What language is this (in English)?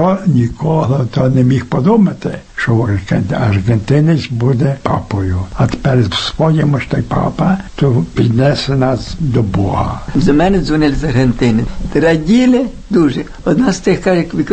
Ukrainian